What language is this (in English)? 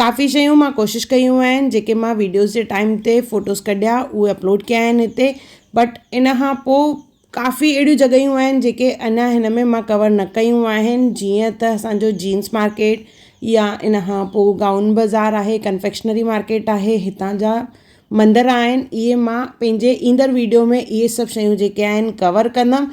Sindhi